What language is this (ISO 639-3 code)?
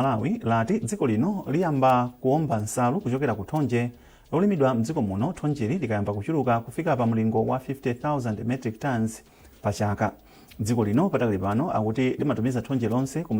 nya